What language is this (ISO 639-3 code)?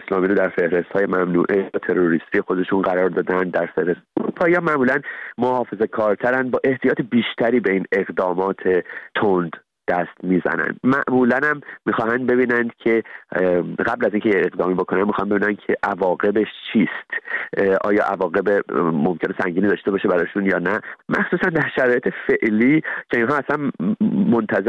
fas